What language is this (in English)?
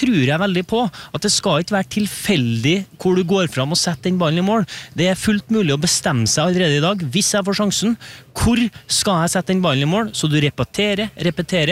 Norwegian